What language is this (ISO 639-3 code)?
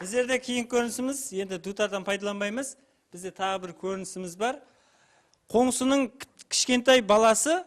kaa